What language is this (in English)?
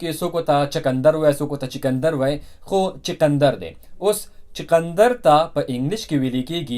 Pashto